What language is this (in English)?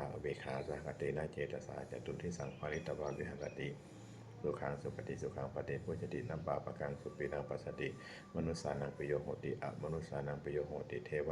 Pali